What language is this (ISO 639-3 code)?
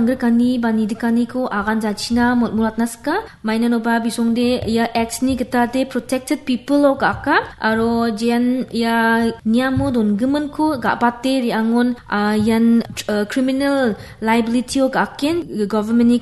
grt